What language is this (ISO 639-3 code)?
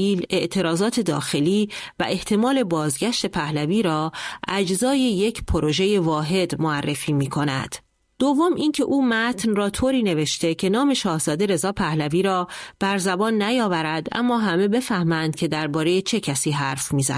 fas